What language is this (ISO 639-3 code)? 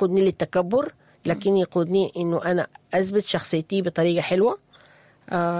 apd